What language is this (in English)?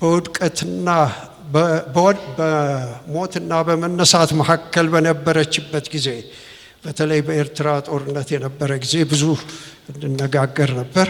Amharic